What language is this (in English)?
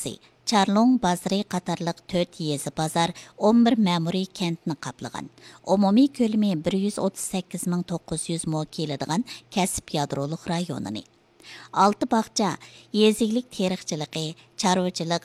Uyghur